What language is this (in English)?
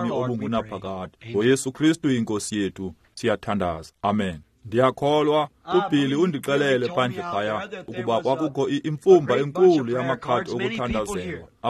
Xhosa